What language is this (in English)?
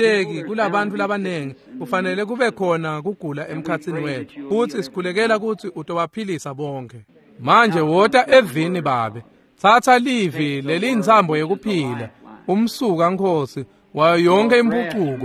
Swati